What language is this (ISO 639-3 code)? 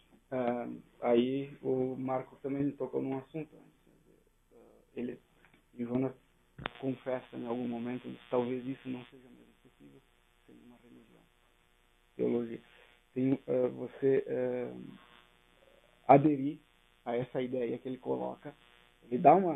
por